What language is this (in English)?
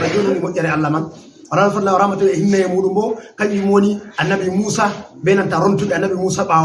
Fula